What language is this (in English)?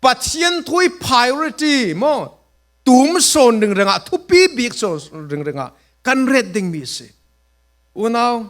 Falam Chin